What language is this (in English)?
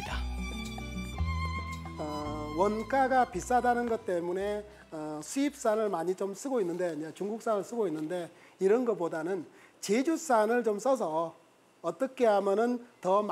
Korean